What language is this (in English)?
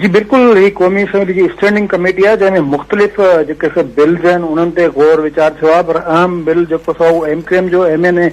Sindhi